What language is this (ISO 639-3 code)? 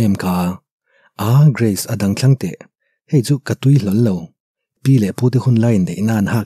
lus